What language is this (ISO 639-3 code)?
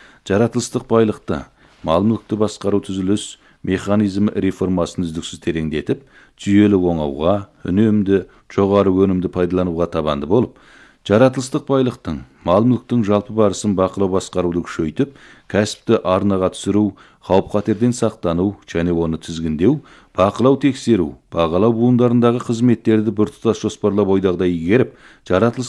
kaz